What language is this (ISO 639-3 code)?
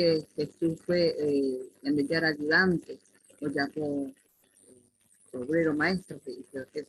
grn